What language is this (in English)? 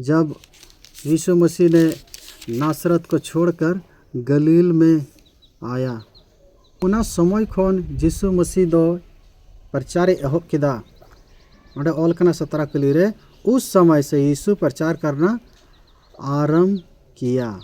Santali